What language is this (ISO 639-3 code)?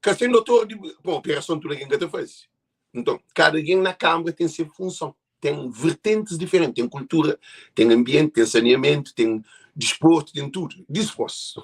kea